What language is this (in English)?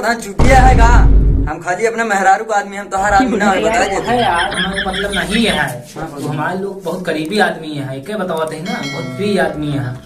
Awadhi